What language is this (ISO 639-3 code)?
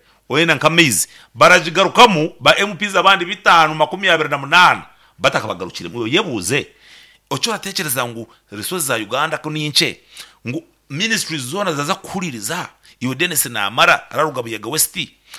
nyn